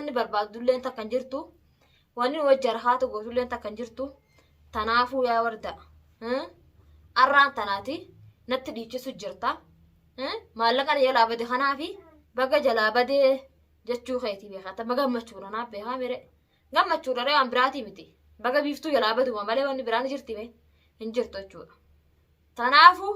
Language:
Oromo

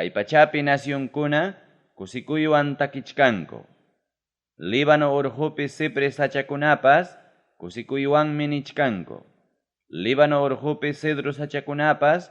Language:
Ayacucho Quechua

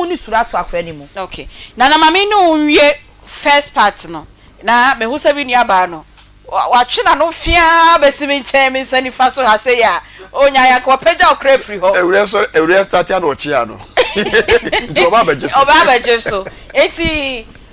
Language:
Akan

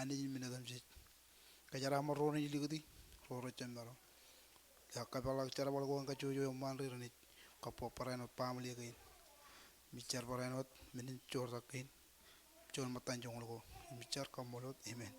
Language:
Marshallese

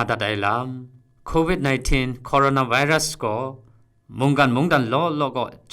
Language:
Kachin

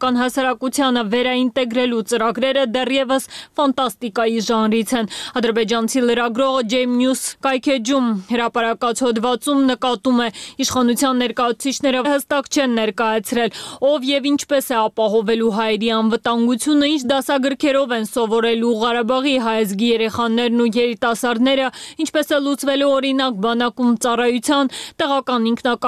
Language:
Armenian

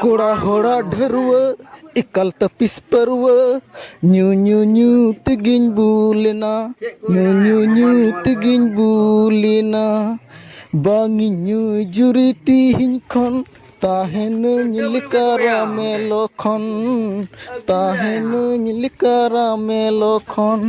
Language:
Santali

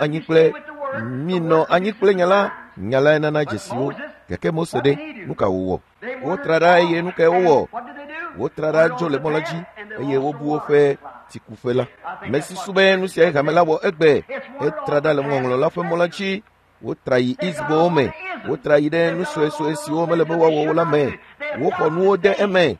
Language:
Ewe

